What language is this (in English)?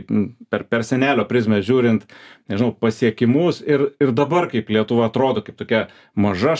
Lithuanian